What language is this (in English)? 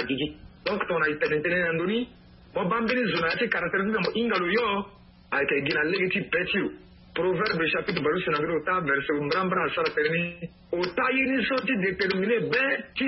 Sango